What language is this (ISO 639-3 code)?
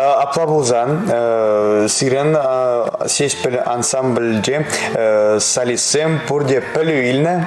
chv